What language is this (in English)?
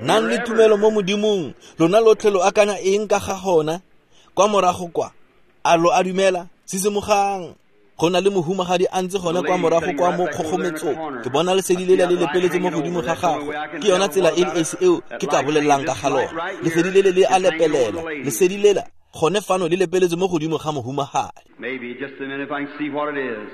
Tswana